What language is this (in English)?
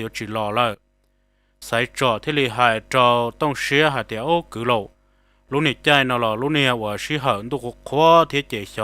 Hmong